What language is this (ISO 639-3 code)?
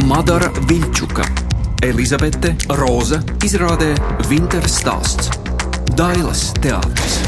lav